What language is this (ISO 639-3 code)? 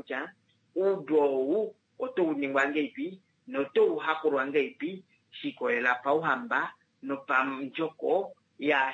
kua